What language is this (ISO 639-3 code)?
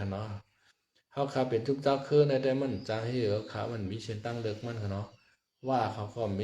shn